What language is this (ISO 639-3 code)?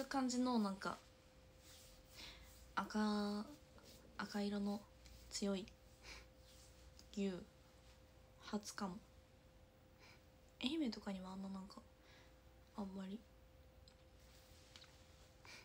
jpn